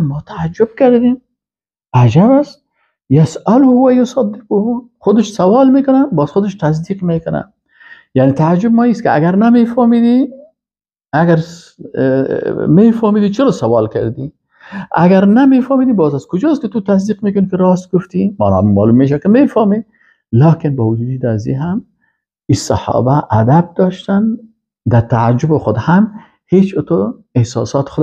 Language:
Persian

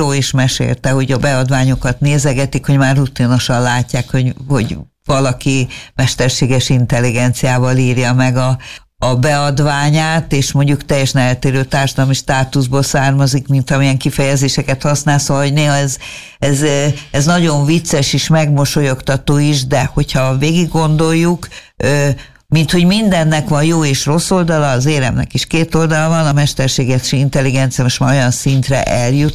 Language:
Hungarian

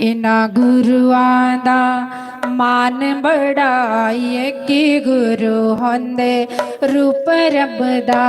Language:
Dogri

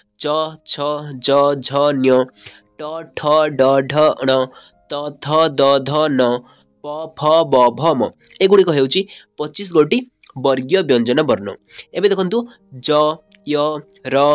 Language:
Odia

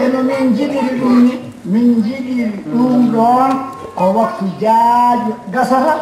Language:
Fula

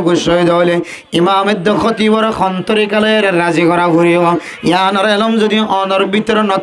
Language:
Rohingya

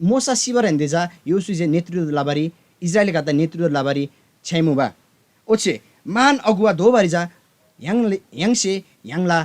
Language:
Eastern Tamang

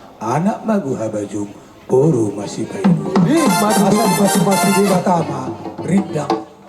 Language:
Batak Toba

